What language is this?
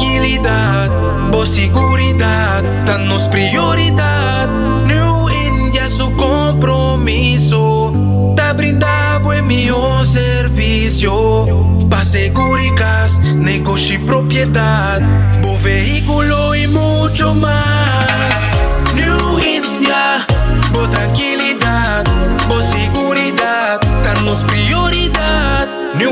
Papiamento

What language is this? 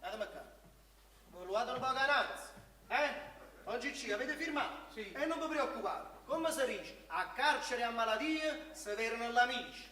Neapolitan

